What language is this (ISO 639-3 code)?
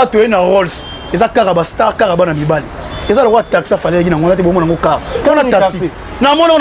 lin